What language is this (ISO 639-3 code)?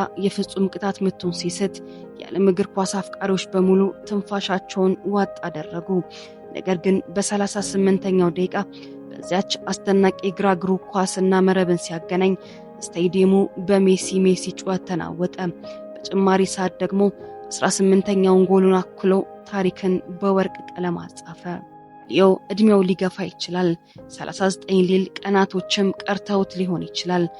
amh